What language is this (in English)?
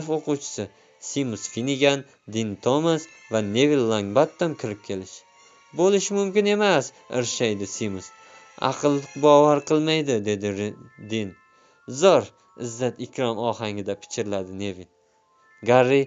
Uzbek